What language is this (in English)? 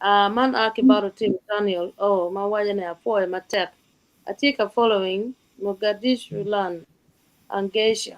Acoli